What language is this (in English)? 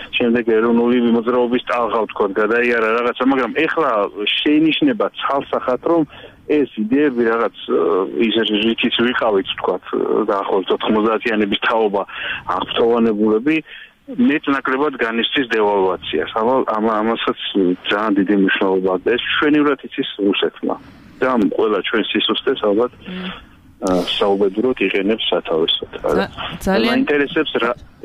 Georgian